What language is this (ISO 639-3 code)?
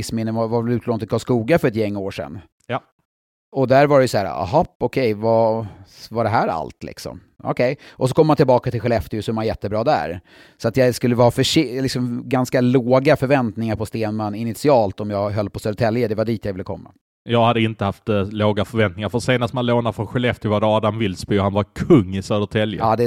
swe